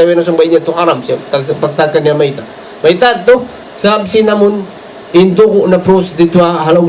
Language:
Tausug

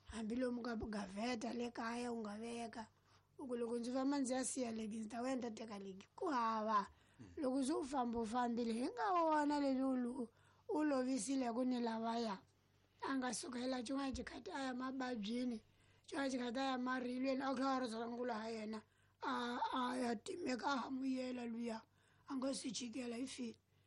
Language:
Tsonga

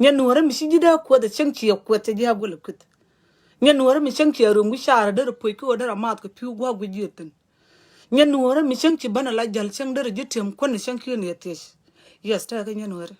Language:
Nuer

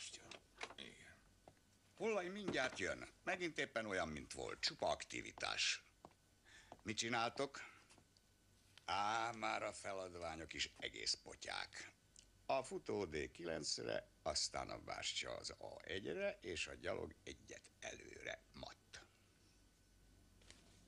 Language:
Hungarian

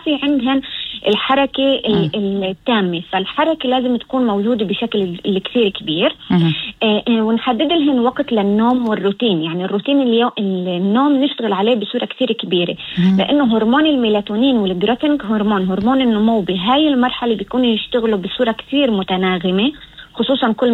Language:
North Levantine Arabic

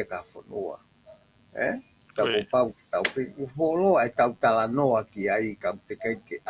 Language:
Tongan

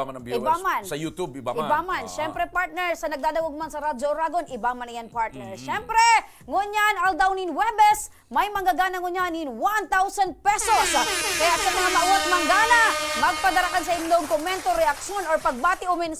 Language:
Bikol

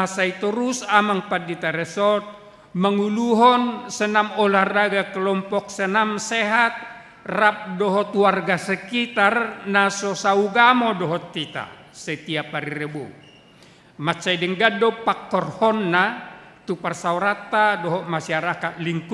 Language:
Batak Toba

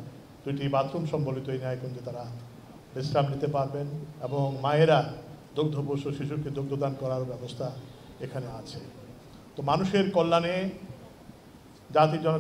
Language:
Bangla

